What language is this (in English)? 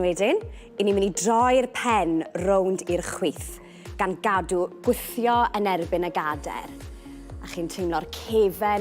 Welsh